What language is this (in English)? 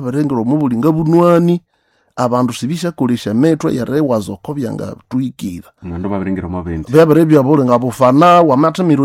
Nande